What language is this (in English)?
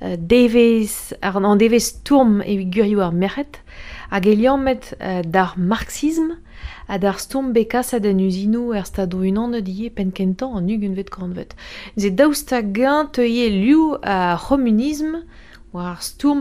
Breton